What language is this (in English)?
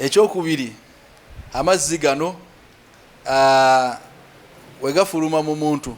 Ganda